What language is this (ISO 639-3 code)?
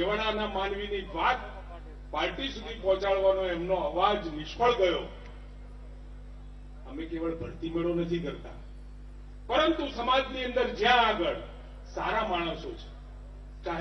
guj